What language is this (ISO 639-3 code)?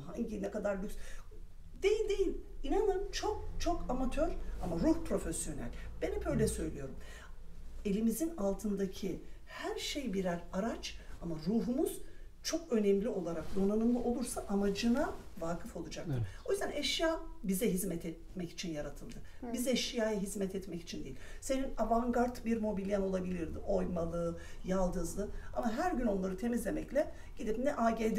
tur